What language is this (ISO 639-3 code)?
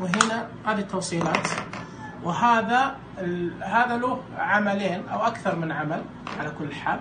ars